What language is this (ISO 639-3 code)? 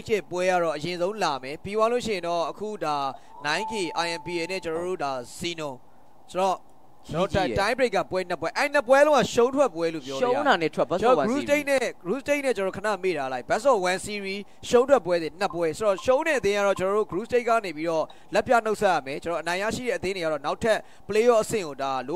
mya